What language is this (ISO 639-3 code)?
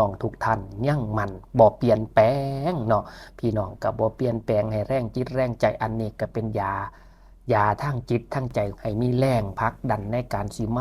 lao